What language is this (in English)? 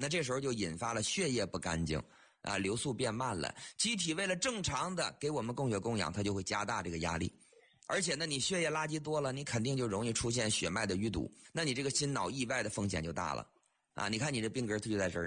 Chinese